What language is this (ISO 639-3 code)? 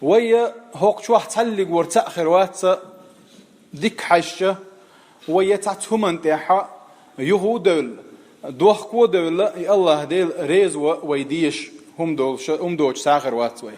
che